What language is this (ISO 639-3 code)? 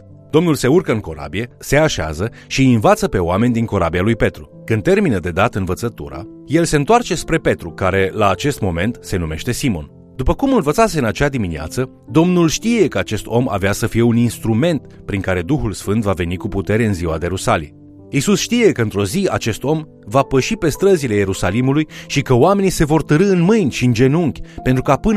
ron